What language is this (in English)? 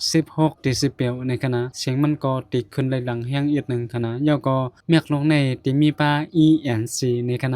Shan